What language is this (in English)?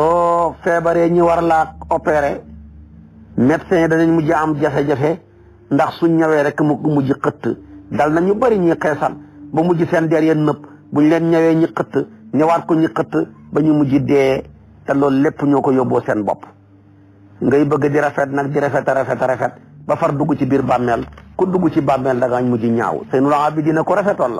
Wolof